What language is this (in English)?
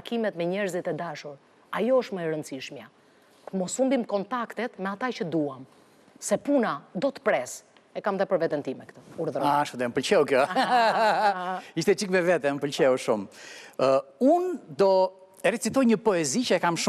Albanian